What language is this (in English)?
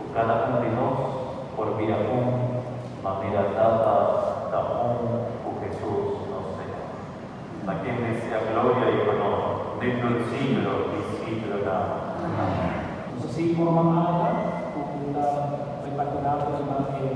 Papiamento